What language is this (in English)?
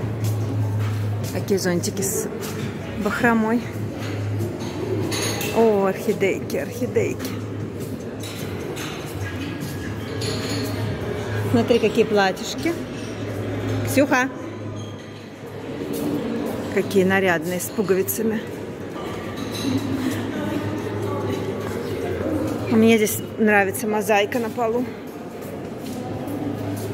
Russian